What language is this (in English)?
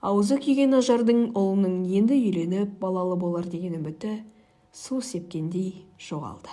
Kazakh